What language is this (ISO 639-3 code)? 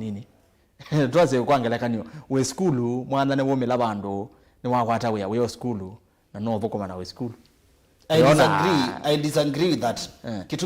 kam